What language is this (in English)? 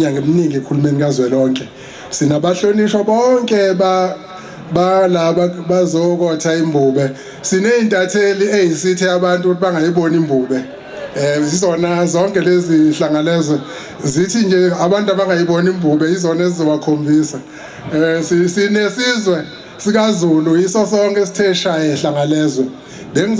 Zulu